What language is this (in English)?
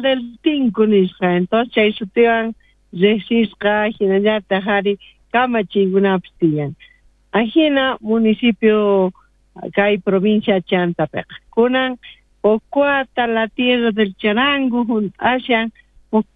South Bolivian Quechua